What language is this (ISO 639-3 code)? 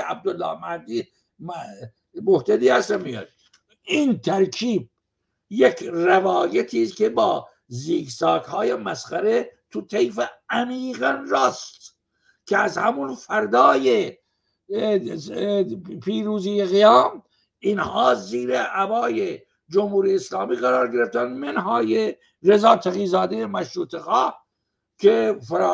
fas